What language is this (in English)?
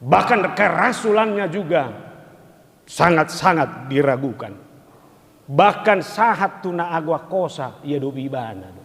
Batak Toba